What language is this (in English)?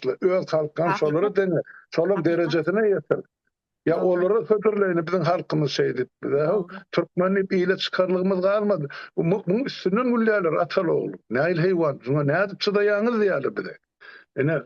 Turkmen